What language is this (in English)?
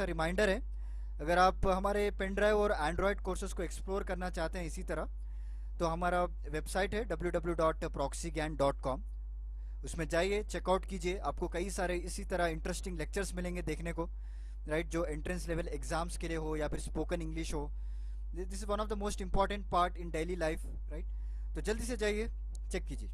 Hindi